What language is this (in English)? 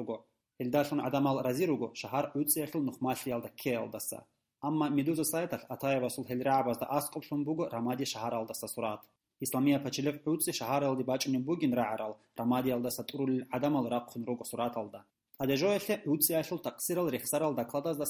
Avaric